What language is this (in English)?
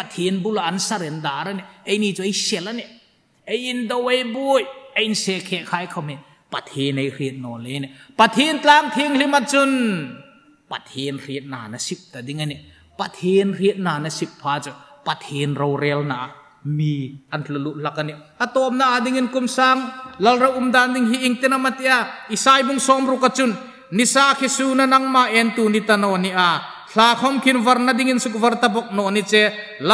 Hmar